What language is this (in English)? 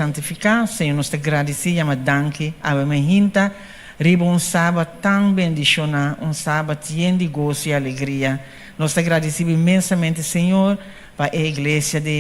Papiamento